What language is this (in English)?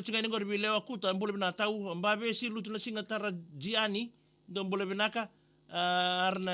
Fijian